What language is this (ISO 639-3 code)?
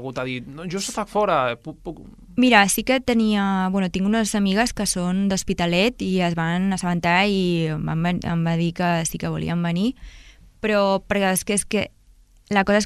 cat